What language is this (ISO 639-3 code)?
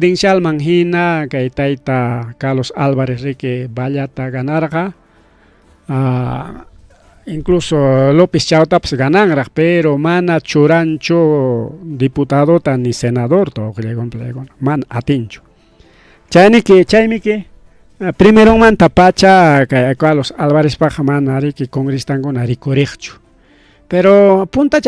quy